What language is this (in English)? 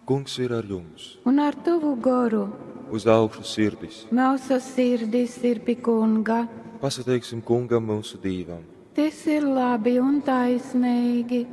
Latgalian